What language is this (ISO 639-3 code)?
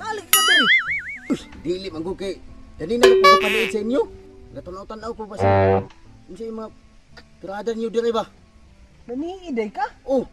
ceb